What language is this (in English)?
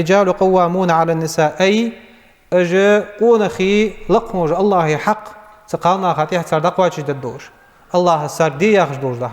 Ingush